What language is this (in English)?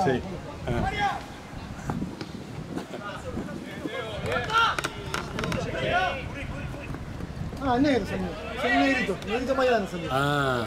Spanish